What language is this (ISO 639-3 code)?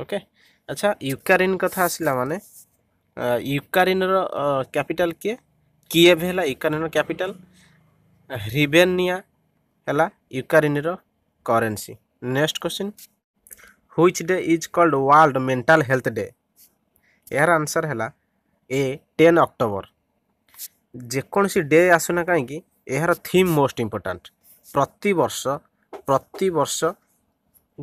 ori